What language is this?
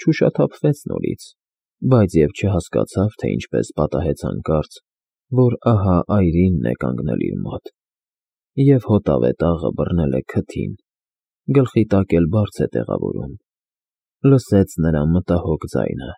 Armenian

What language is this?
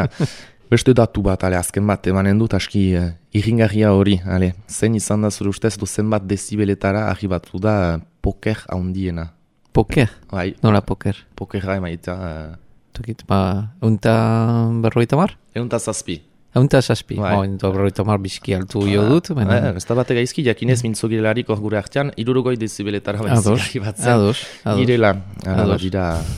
Basque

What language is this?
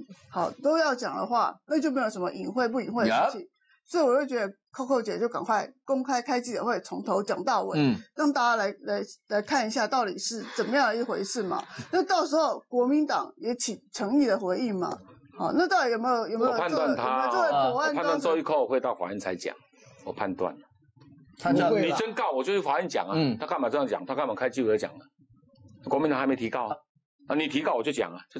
Chinese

